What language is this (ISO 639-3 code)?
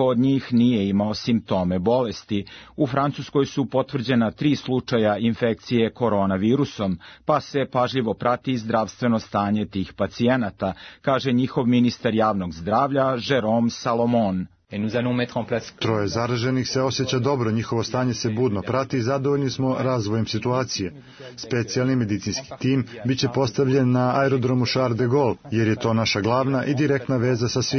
srp